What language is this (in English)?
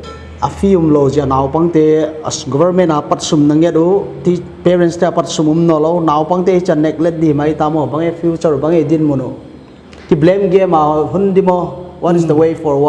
Paite Chin